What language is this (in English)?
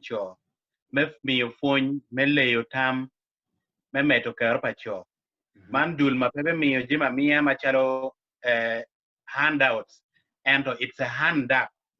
Acoli